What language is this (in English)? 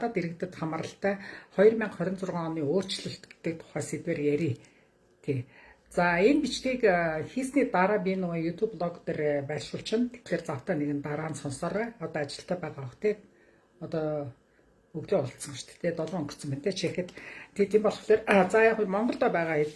Mongolian